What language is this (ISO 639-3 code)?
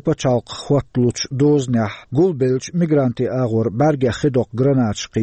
che